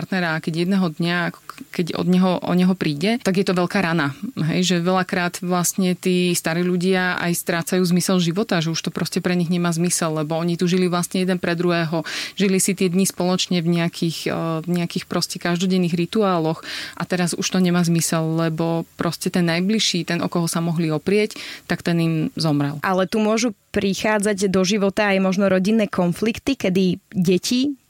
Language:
Slovak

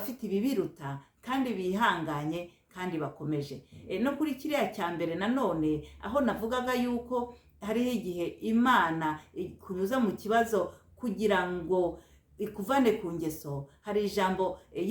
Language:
Kinyarwanda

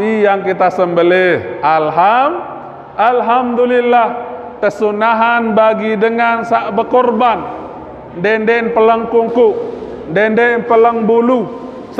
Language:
Sasak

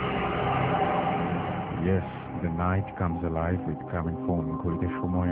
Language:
Bangla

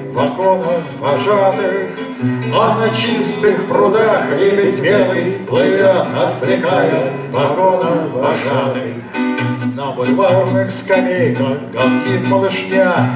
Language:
Russian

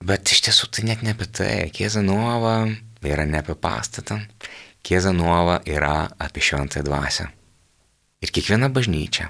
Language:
Lithuanian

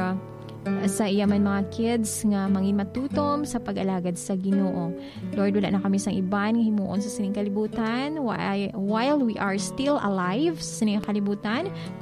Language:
Hiligaynon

